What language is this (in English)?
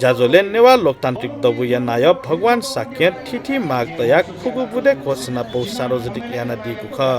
Newari